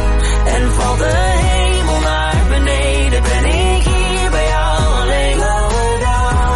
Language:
Dutch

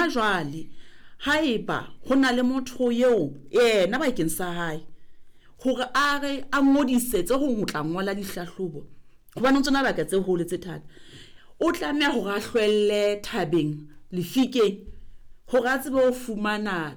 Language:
Southern Sotho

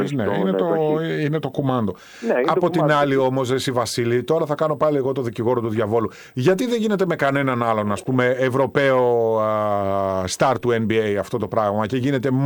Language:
Greek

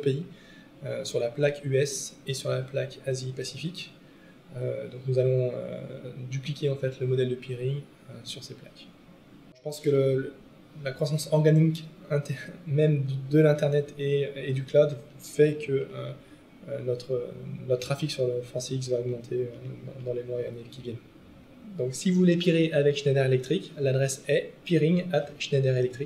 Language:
French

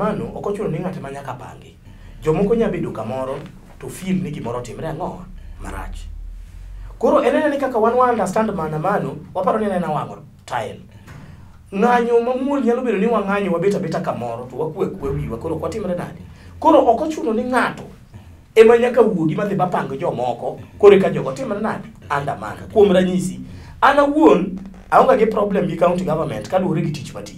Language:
Luo (Kenya and Tanzania)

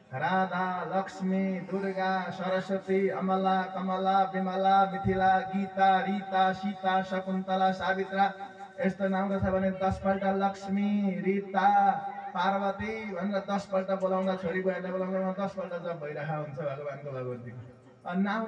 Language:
Nepali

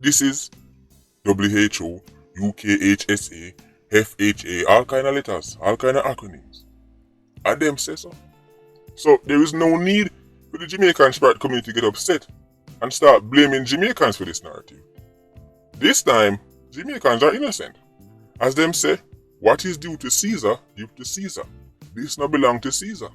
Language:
Jamaican Creole English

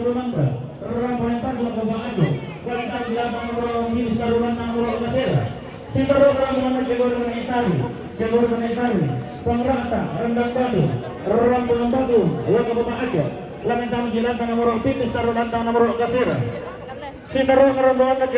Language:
Toraja-Sa'dan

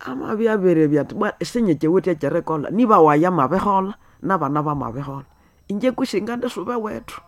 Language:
Nande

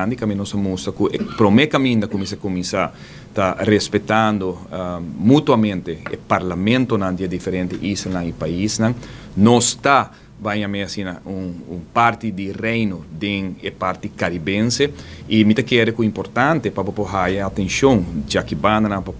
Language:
Papiamento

